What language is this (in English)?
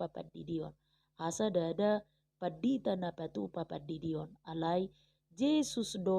Batak Toba